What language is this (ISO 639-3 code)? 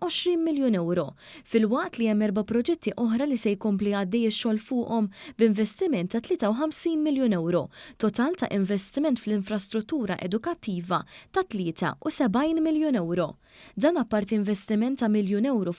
mlt